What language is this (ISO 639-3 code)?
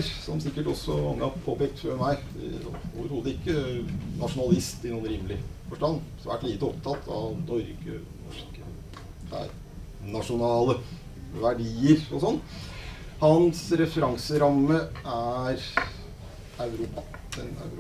nor